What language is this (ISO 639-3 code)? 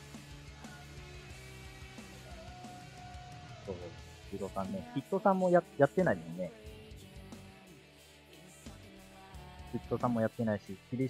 jpn